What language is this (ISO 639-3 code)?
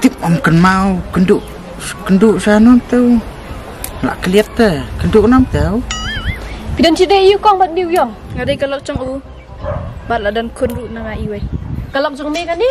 kha